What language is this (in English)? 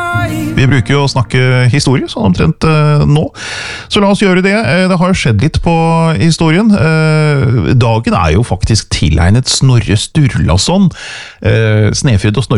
Norwegian